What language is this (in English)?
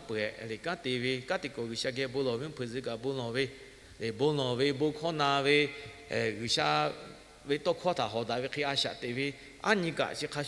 Lahu